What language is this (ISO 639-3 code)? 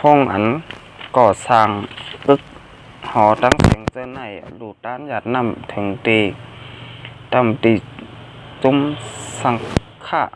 shn